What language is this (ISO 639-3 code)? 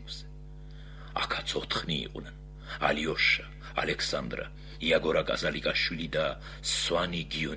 kat